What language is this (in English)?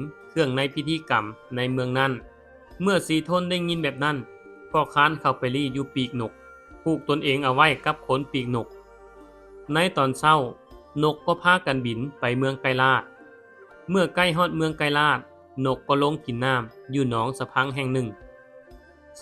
Lao